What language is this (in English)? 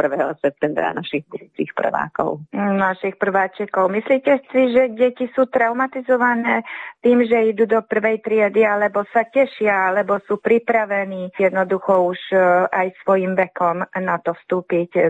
Slovak